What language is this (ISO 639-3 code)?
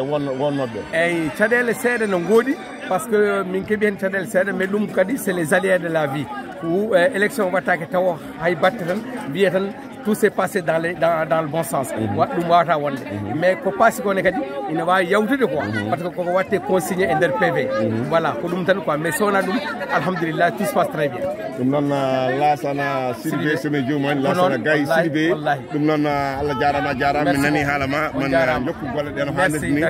ful